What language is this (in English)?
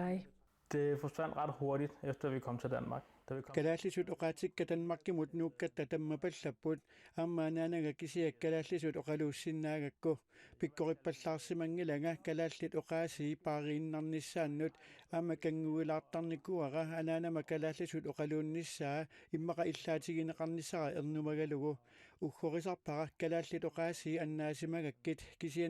Kalaallisut